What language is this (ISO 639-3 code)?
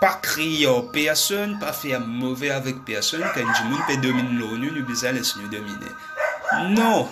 mfe